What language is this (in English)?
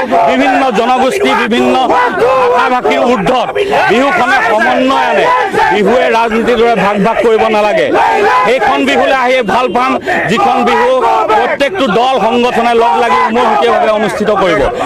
Assamese